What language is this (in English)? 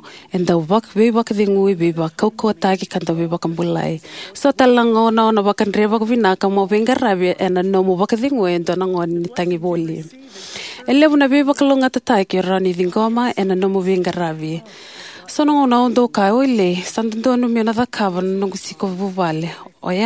Fijian